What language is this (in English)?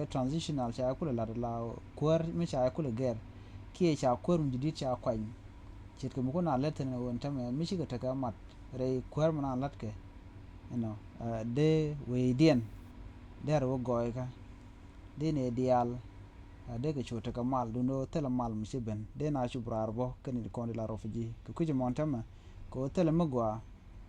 Nuer